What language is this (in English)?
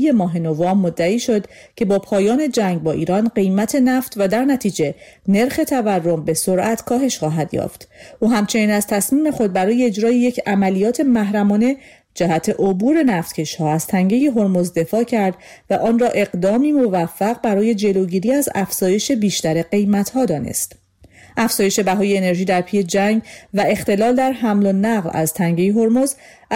Persian